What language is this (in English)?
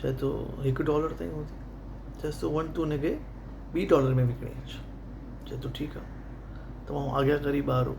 Sindhi